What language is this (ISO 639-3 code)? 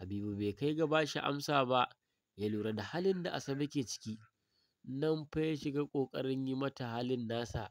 hau